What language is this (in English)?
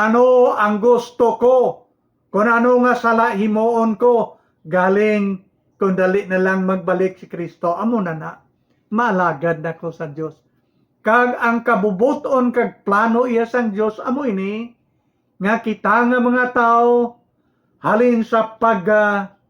Hiligaynon